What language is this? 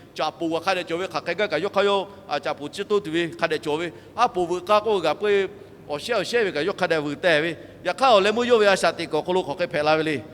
Lahu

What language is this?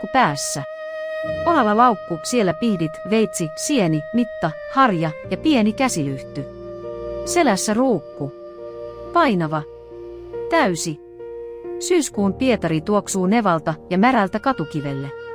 Finnish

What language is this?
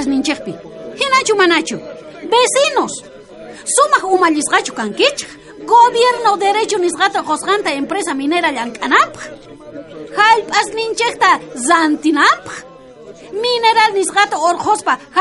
South Bolivian Quechua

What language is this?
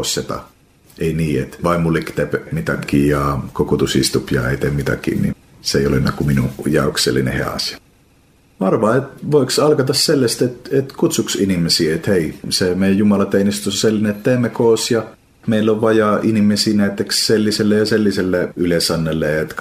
Estonian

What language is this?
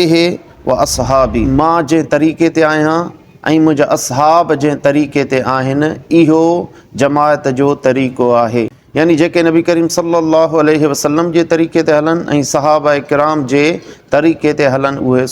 Sindhi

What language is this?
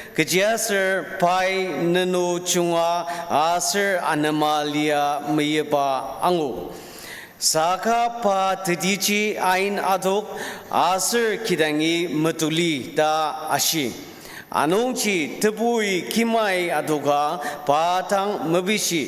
Ao Naga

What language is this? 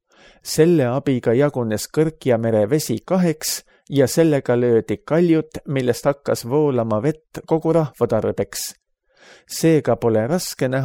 Estonian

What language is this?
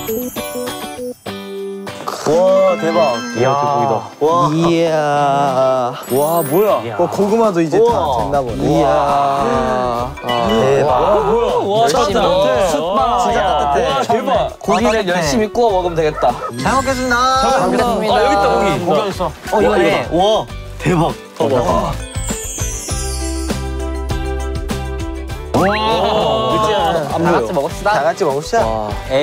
Korean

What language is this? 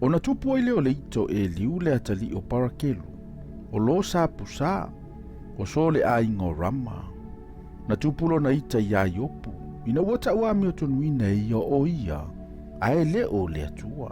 Samoan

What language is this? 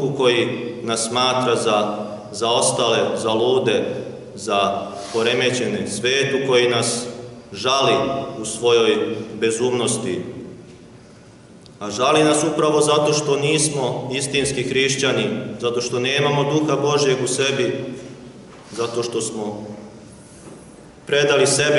Serbian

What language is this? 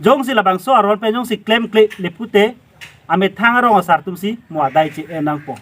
Karbi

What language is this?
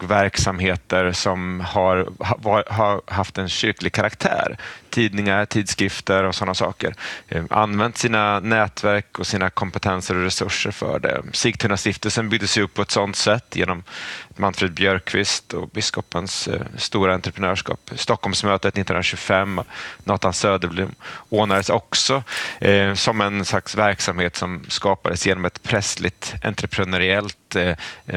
Swedish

